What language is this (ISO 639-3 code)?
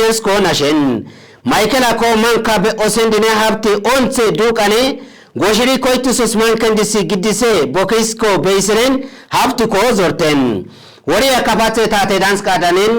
kbr